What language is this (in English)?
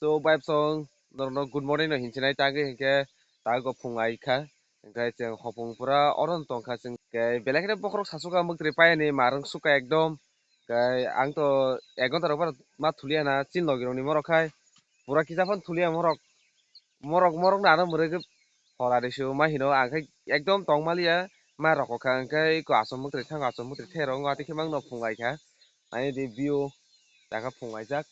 Kok Borok